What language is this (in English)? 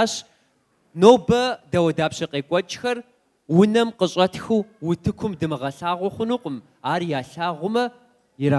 Kabardian